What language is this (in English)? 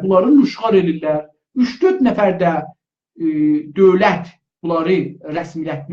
South Azerbaijani